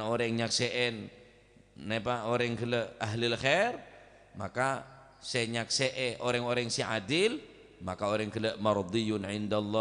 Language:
Madurese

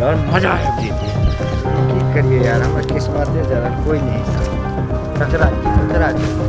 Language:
Maithili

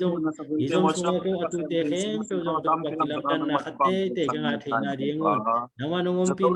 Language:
Tedim Chin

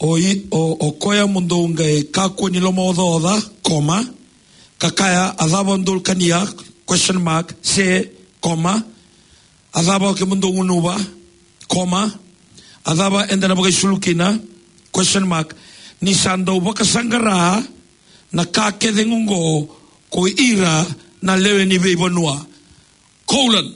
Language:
Fijian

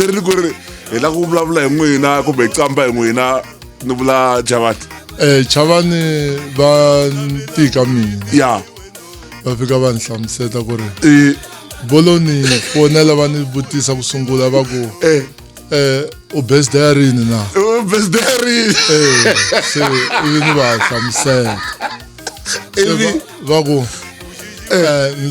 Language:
Tsonga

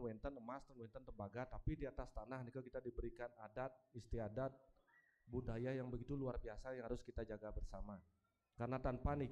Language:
Balinese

